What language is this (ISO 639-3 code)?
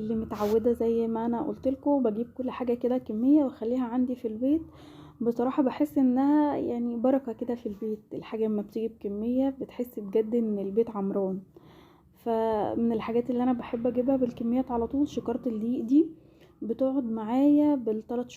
arz